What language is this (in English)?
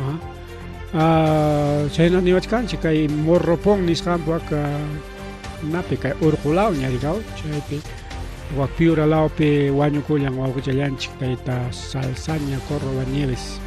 Ayacucho Quechua